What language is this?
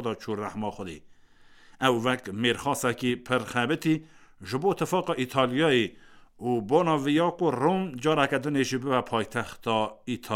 Kurdish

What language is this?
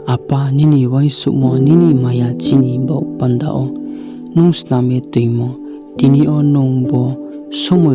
Riang (India)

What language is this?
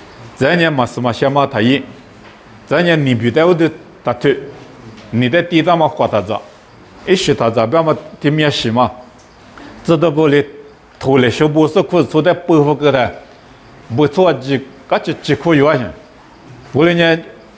Lisu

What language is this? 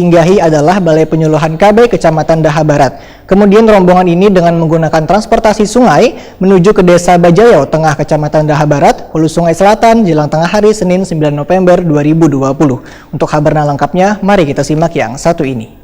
Banjar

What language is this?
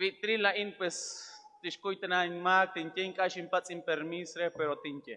Kekchí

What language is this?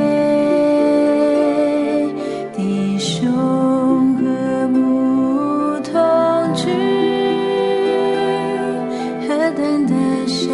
Chinese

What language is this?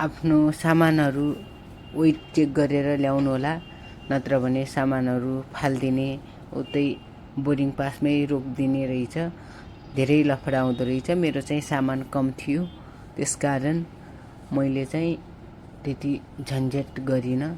Nepali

